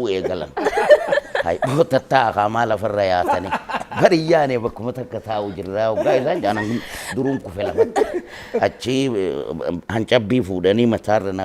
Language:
Oromo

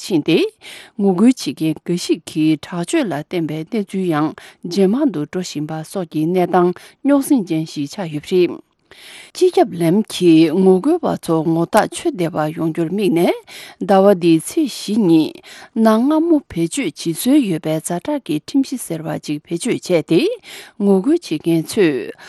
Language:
Tibetan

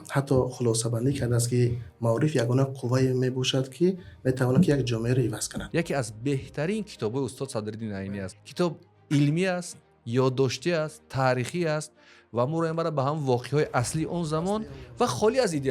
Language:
Tajik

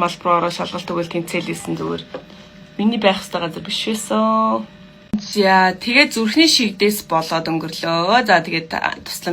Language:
Mongolian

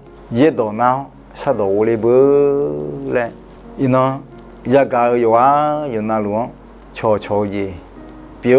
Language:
Akha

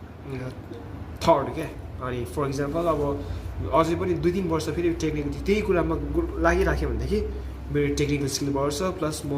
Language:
Nepali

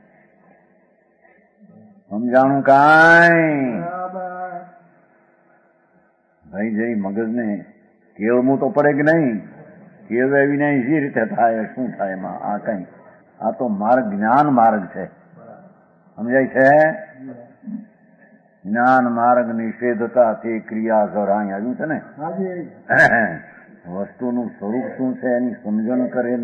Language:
Gujarati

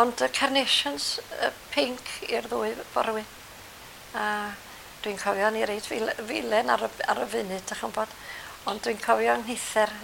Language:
Welsh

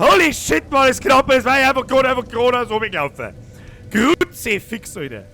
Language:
Bavarian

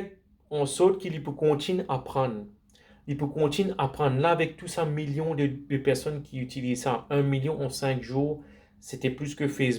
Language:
Morisyen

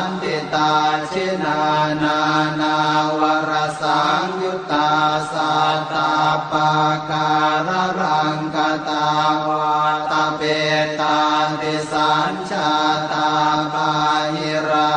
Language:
Pali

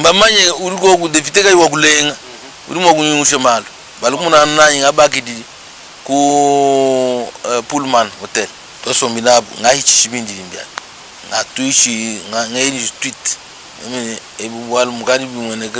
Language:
Luba-Lulua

